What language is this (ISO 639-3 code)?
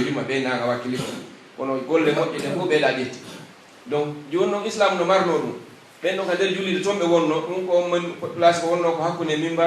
fuf